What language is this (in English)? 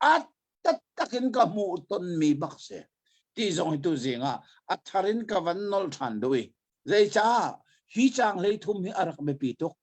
Hakha Chin